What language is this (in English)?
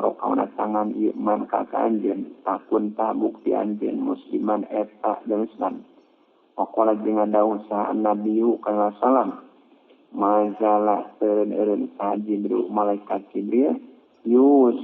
Sundanese